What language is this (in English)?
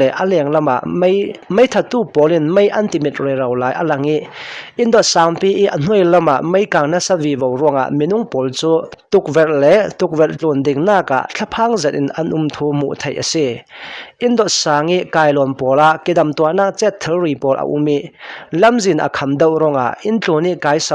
Hakha Chin